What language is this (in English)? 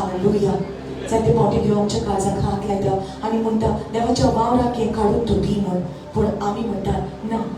Konkani